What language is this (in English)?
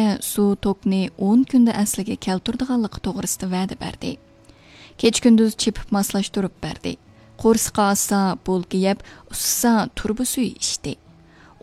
Uyghur